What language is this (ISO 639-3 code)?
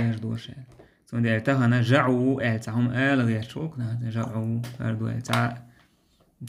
che